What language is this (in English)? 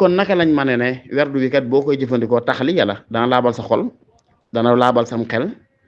Wolof